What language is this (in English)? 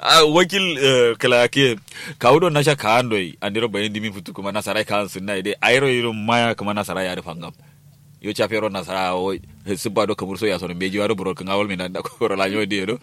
Kanuri